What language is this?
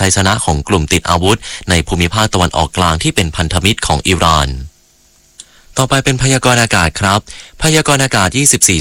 Thai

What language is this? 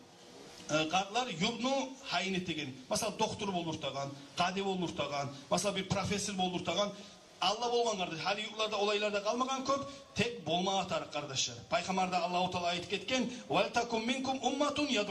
Kumyk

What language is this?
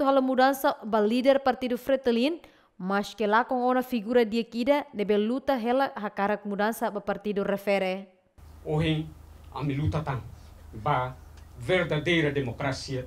Tetum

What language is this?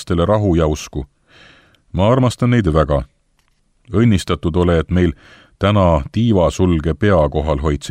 Estonian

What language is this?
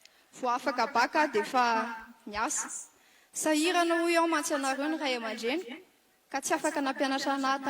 Malagasy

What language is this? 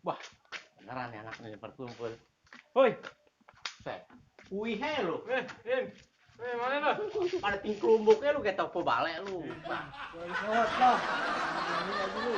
Betawi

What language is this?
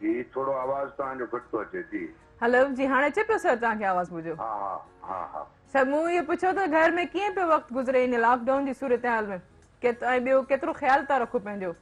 Sindhi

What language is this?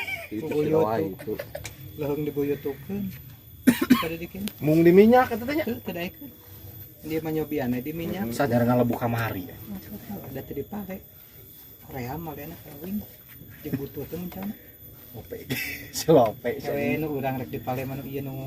Sundanese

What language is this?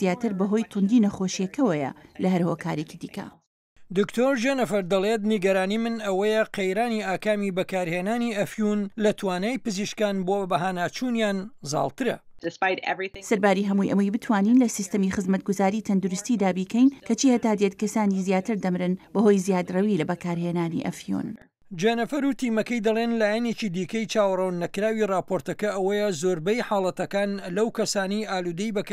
Central Kurdish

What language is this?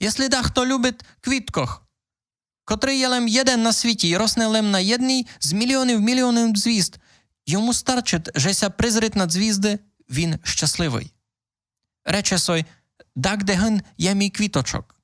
Rusyn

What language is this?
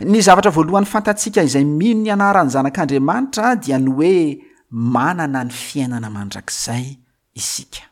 Malagasy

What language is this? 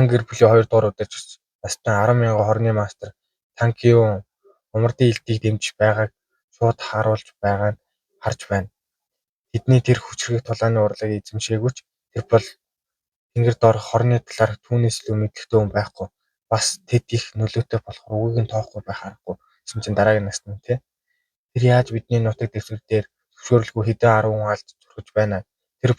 Mongolian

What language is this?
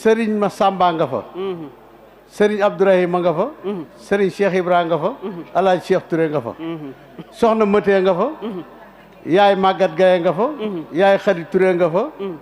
Wolof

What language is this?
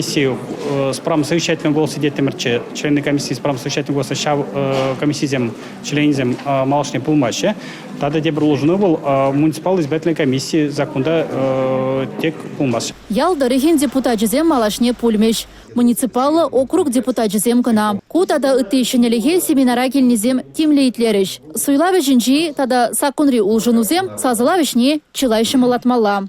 Chuvash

